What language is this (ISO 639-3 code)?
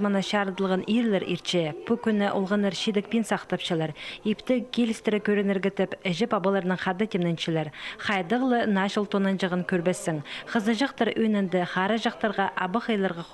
kjh